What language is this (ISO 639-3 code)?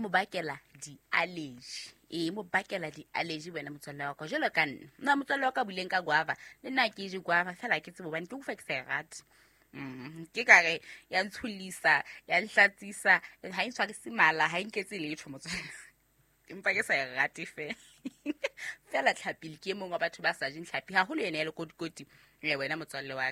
sot